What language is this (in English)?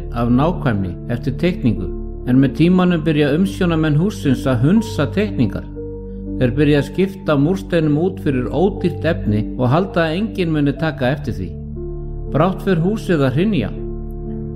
Icelandic